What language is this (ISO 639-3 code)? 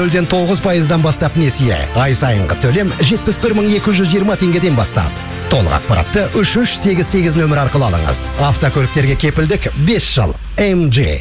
kaz